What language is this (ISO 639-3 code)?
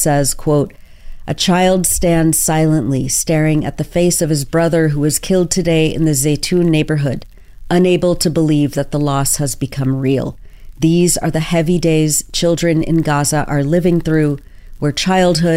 eng